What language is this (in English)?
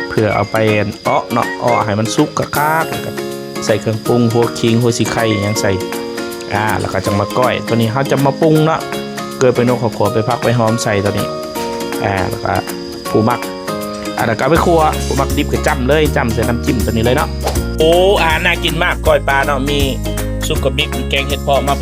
Lao